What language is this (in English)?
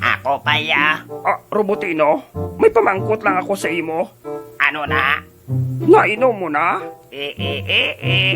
Hiligaynon